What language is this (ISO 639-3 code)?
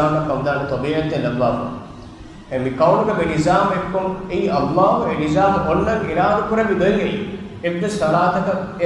div